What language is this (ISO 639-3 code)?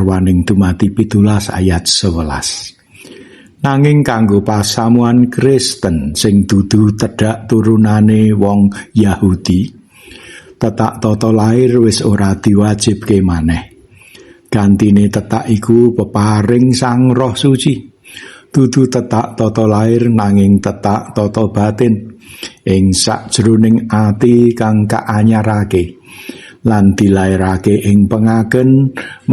jav